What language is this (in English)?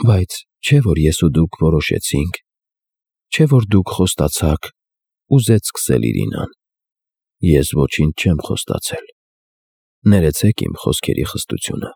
Armenian